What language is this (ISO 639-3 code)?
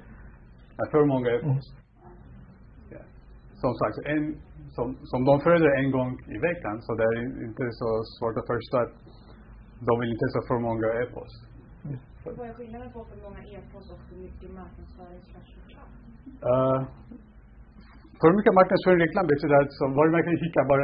swe